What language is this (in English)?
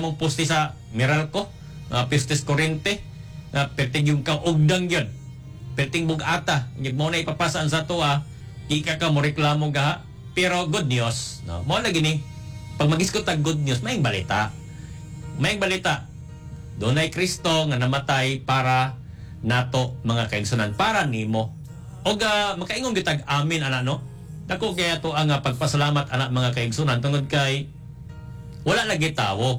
Cebuano